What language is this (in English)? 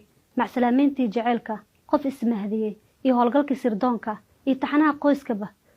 Somali